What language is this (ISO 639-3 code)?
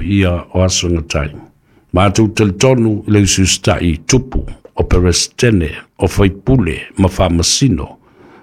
smo